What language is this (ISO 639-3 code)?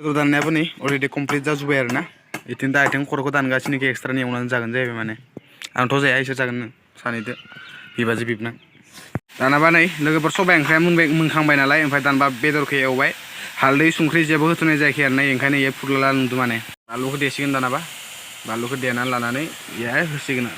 brx